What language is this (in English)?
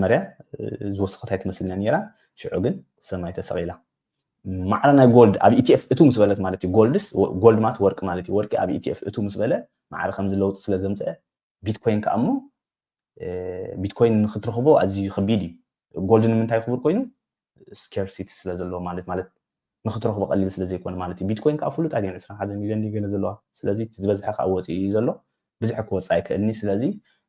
Tigrinya